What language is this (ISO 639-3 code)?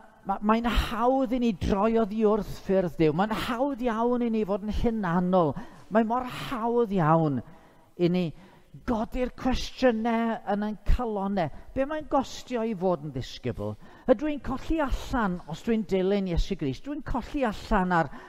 cym